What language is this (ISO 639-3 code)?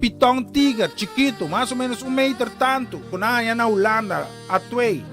pap